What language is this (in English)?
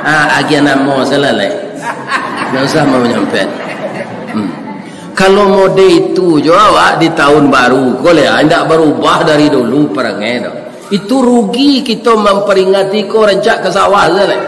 Minangkabau